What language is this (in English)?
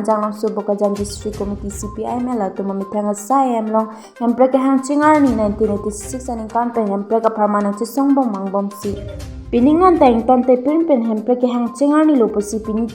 Karbi